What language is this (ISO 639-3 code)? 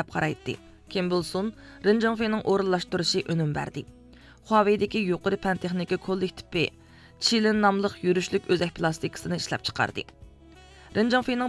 uig